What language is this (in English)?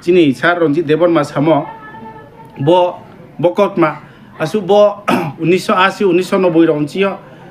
Riang (India)